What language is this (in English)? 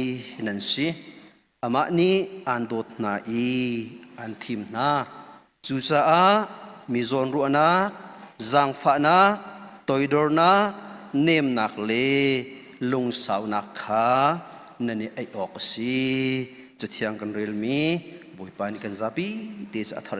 Hakha Chin